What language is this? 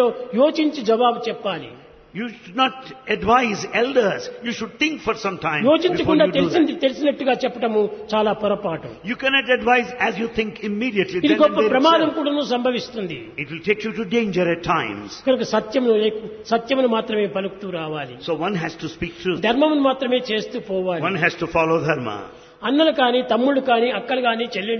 Telugu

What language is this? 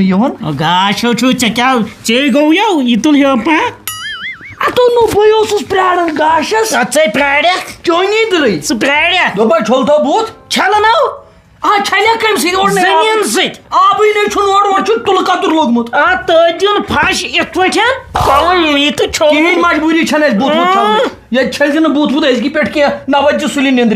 Kashmiri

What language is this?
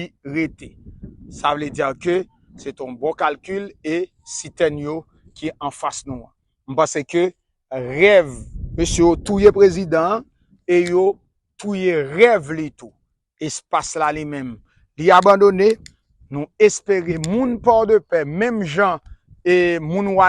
Haitian Creole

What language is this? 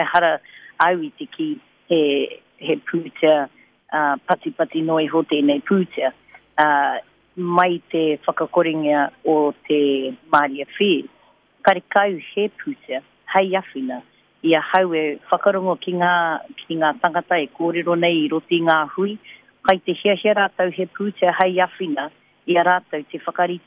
Māori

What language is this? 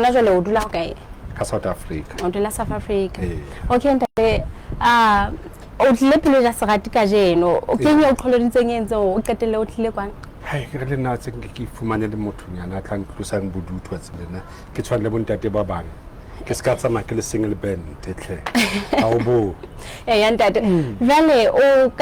Southern Sotho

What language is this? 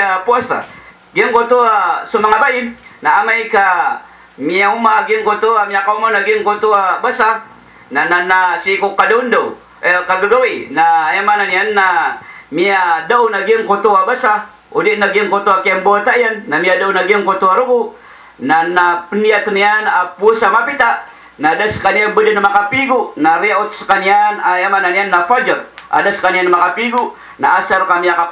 Maranao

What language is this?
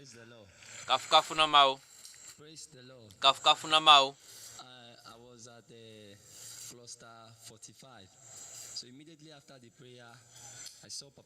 Ewe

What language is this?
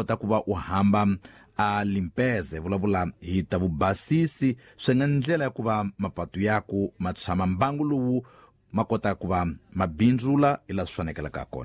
Tsonga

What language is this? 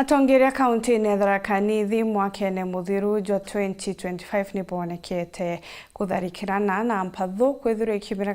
Meru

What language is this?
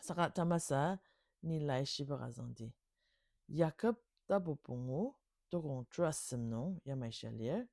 Ao Naga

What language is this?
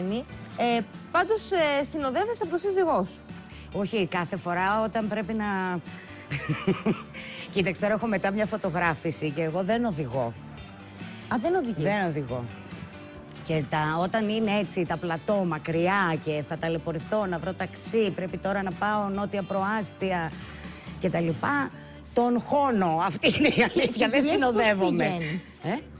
Greek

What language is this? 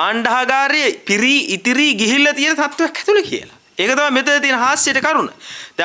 Sinhala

